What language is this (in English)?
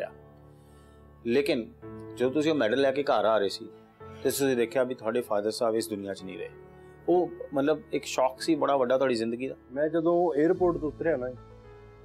Punjabi